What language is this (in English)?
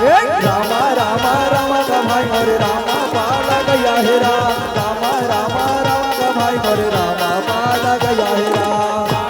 Chhattisgarhi